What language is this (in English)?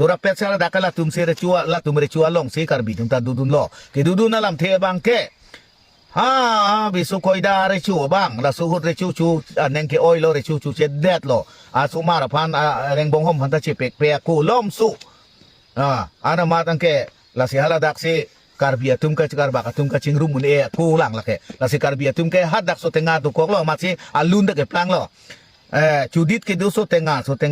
Karbi